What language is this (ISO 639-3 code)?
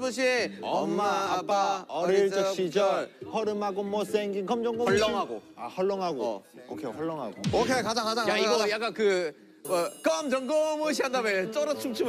kor